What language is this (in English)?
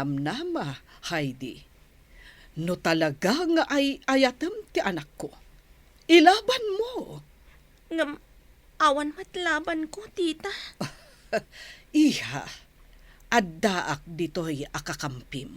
Iloko